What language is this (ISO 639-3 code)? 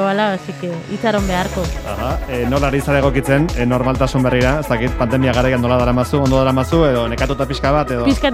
eus